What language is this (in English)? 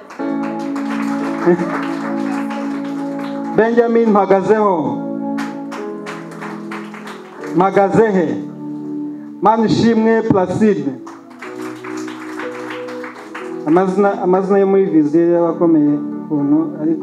Kinyarwanda